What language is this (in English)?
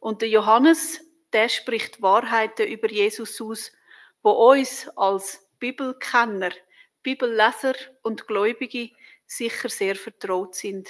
Swiss German